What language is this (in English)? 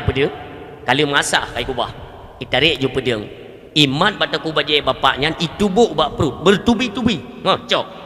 Achinese